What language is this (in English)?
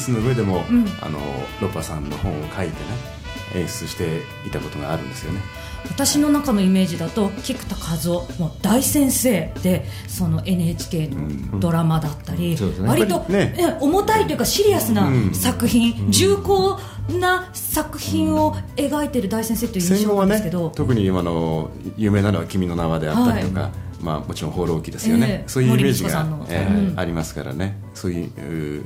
Japanese